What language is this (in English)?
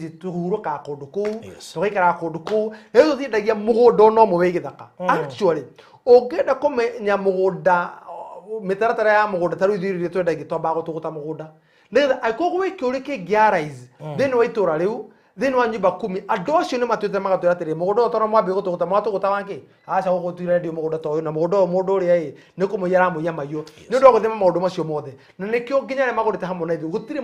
Kikuyu